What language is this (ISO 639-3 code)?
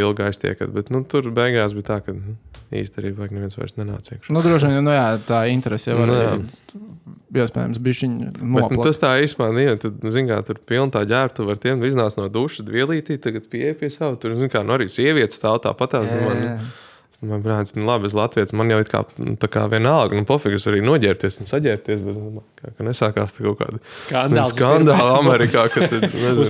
lav